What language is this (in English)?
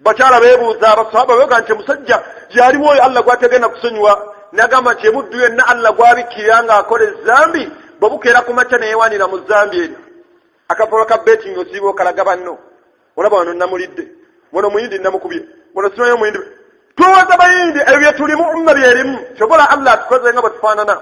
Ganda